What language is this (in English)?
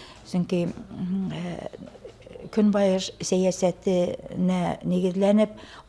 Bashkir